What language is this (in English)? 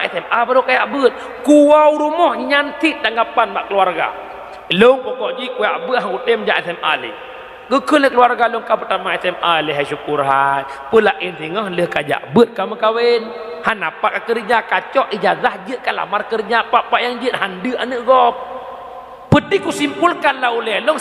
Achinese